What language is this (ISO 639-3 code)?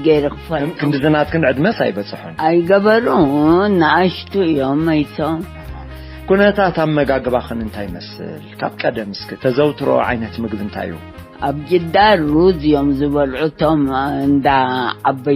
tir